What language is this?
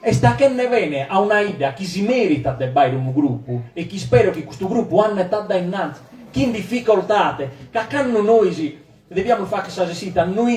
Sardinian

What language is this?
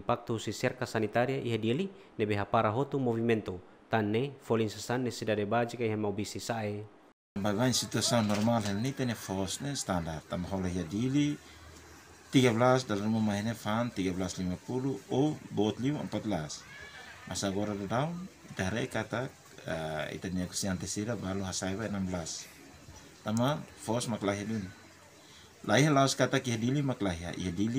Tetum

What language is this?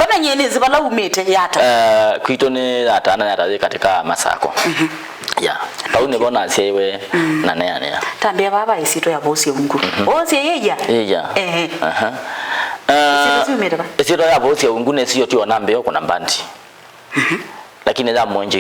Kamba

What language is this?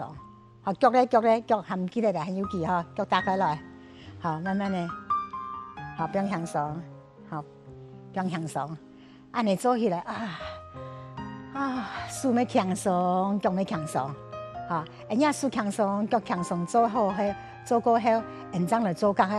Hakka Chinese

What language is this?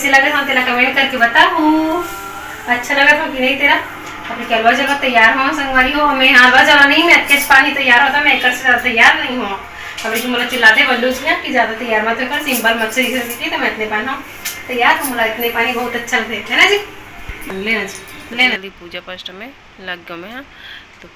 Chhattisgarhi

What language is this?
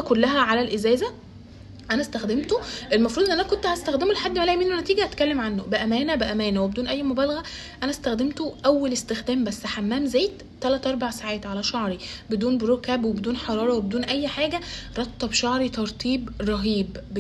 Egyptian Arabic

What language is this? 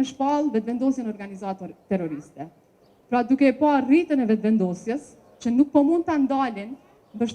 Albanian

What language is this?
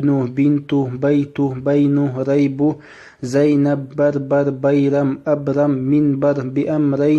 Chechen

